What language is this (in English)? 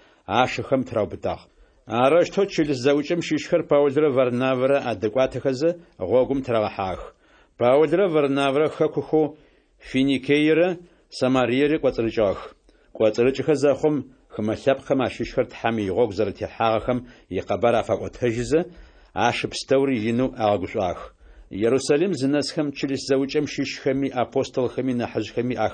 Adyghe